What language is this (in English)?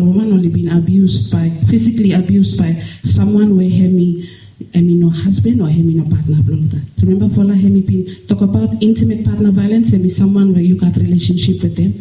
Bislama